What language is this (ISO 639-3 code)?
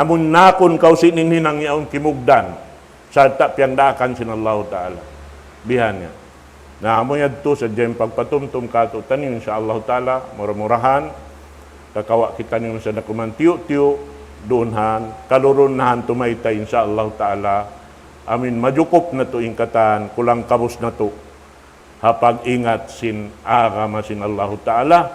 tsg